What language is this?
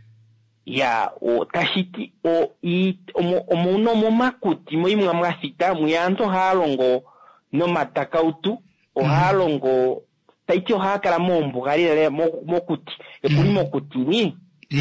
Kuanyama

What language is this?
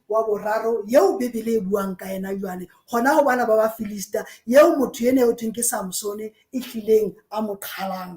Southern Sotho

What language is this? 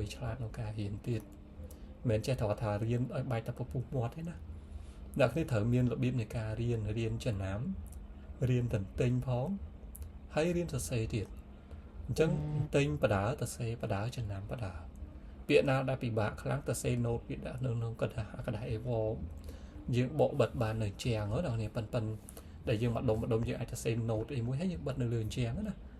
Khmer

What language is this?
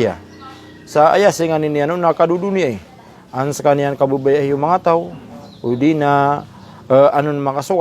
Maranao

